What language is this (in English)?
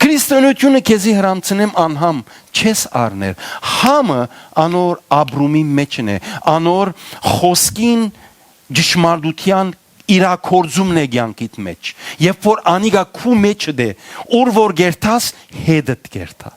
Western Armenian